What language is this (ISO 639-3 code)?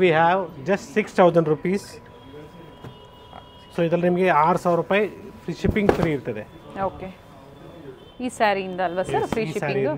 kan